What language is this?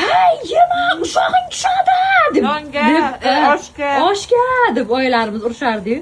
Uzbek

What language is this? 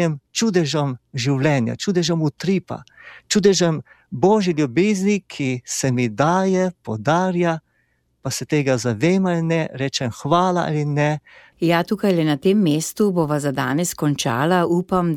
Slovenian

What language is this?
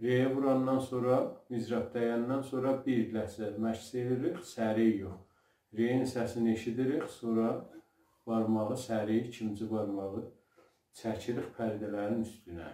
South Azerbaijani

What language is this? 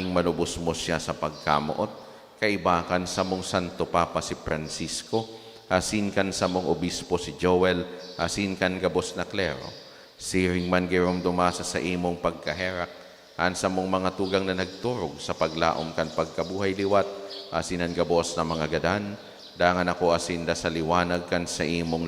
Bikol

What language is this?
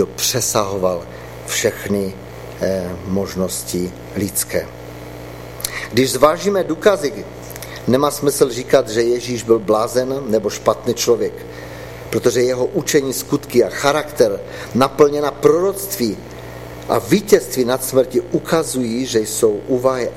Czech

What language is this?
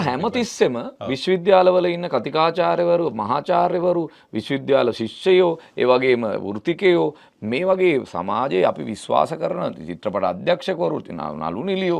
Sinhala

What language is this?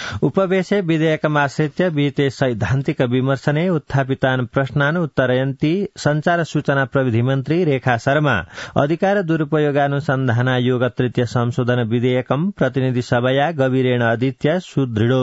Sanskrit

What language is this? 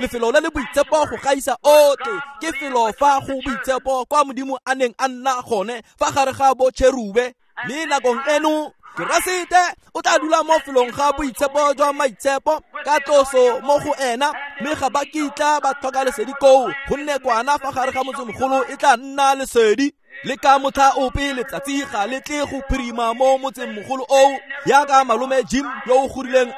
Tswana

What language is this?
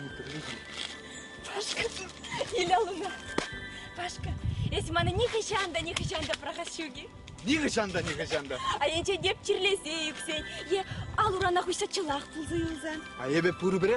Chuvash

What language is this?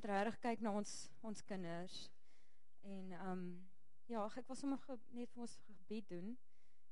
Afrikaans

